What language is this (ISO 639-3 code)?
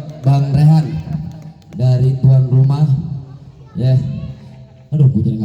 bew